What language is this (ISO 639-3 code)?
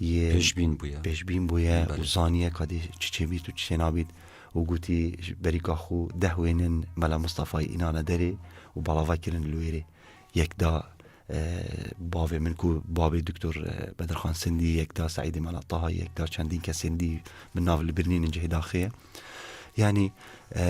kur